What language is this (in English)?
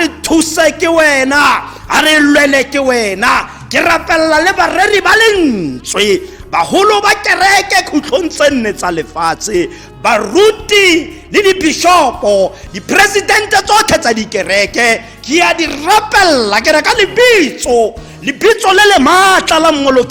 Tswana